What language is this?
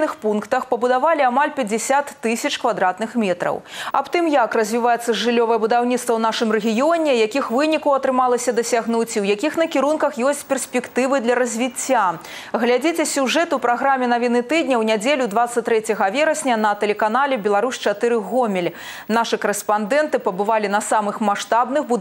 Belarusian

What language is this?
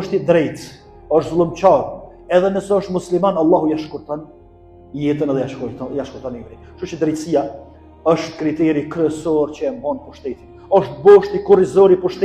Albanian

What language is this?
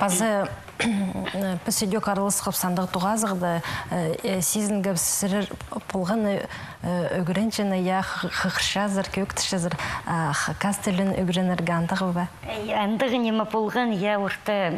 Khakas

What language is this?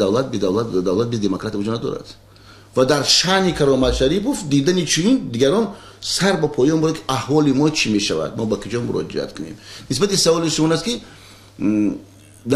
Tajik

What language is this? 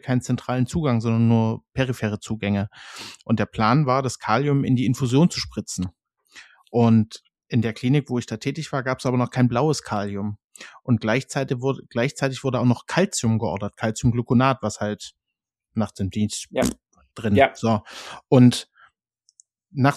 German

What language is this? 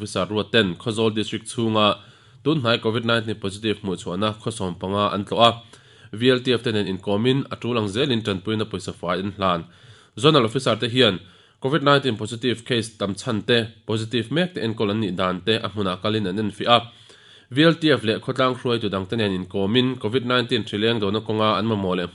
Mizo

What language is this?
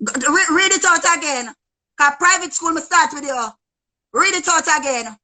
Jamaican Creole English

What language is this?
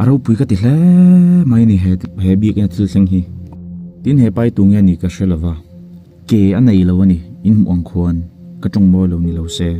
Mizo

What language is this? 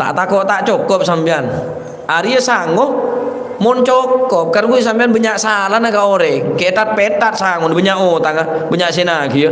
Madurese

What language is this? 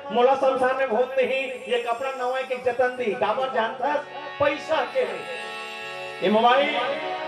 Chhattisgarhi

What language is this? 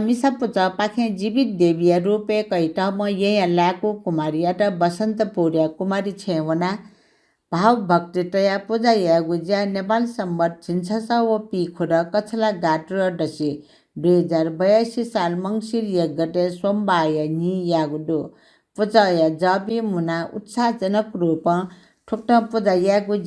Newari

